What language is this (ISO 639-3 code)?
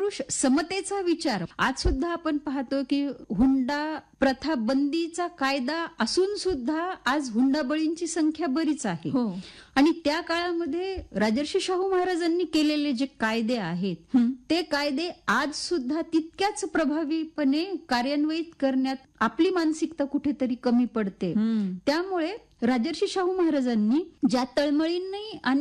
mar